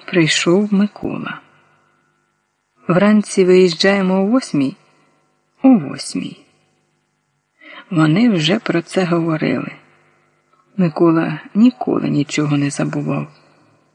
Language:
Ukrainian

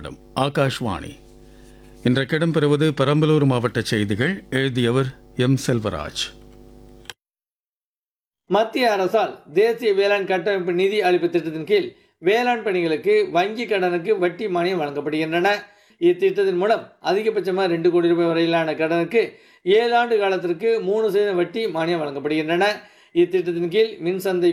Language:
Tamil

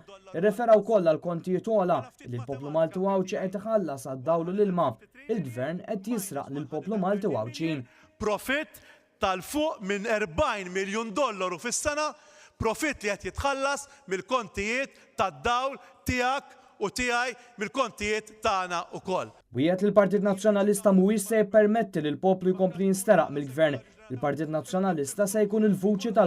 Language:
Maltese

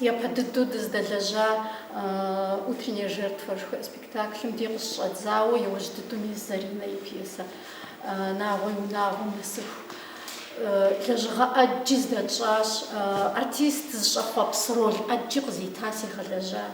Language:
Kabardian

